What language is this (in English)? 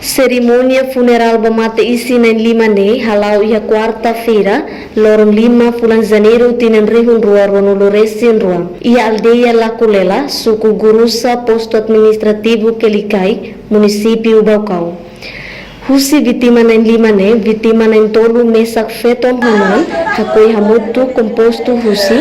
Tetum